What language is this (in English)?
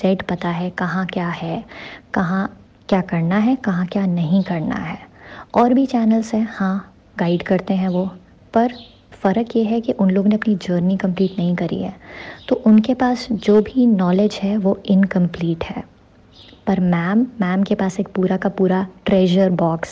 Hindi